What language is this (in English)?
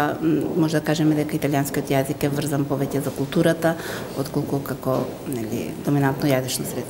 Macedonian